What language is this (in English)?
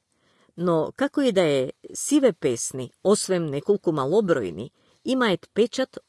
Macedonian